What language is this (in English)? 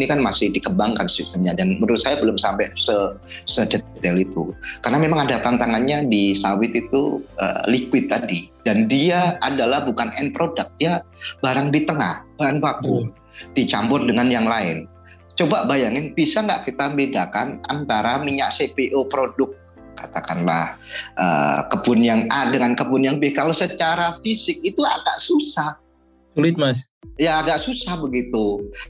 Indonesian